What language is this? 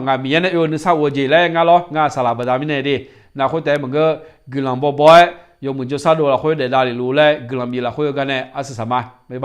Akha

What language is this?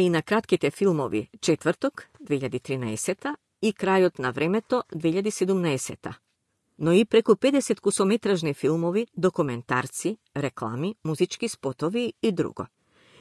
Macedonian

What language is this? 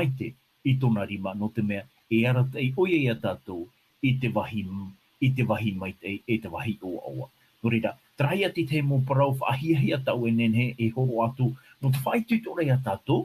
Tahitian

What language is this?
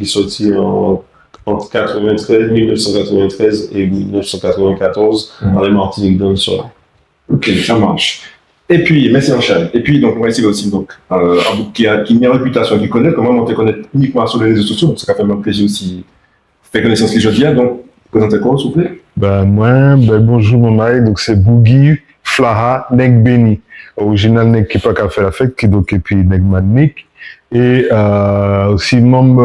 Guadeloupean Creole French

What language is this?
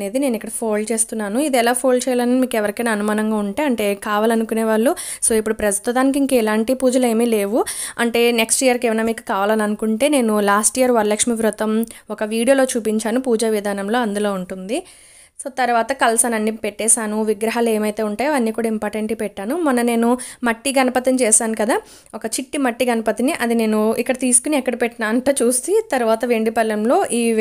Telugu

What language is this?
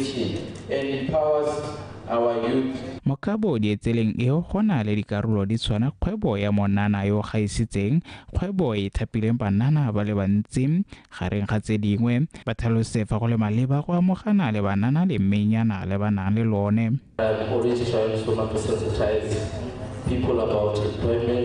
Tswana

